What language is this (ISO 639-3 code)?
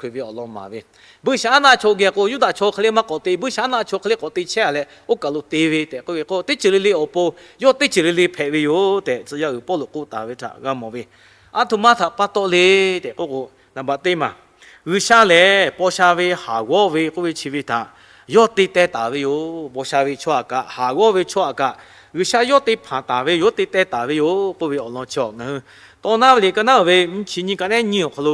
lhu